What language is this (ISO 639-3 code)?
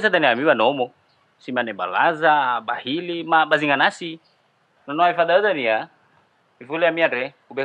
nia